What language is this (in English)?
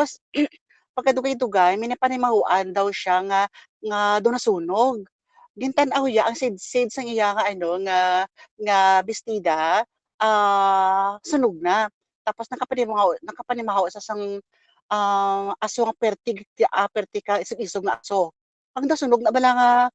Hiligaynon